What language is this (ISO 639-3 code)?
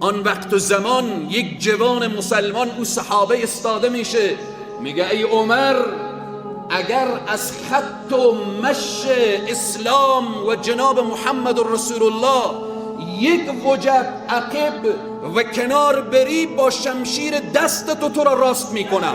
fas